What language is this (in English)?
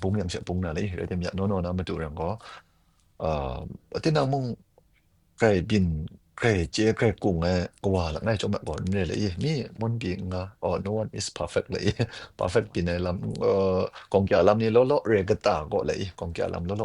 Kachin